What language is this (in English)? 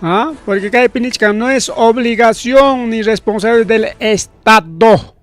Ayacucho Quechua